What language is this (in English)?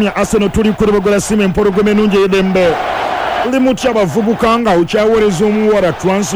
Ganda